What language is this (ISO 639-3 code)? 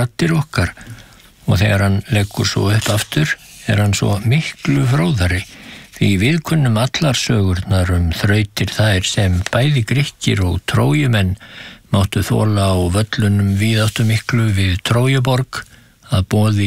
isl